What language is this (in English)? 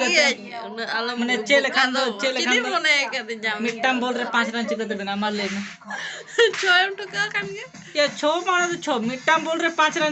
Santali